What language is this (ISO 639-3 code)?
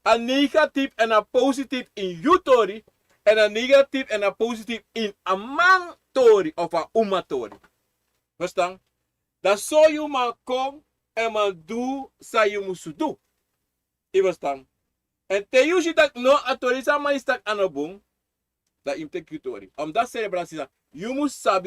srn